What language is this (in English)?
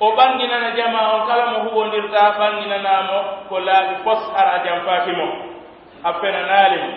Pular